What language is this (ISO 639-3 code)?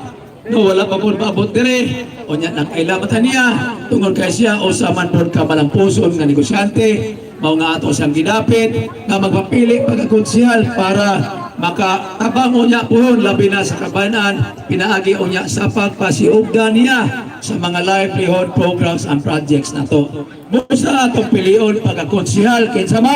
ceb